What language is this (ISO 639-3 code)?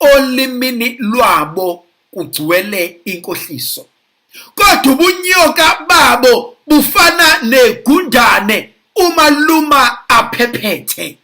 zul